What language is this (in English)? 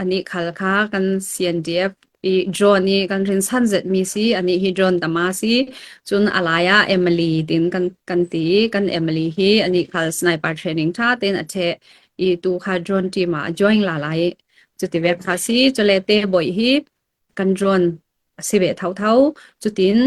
Falam Chin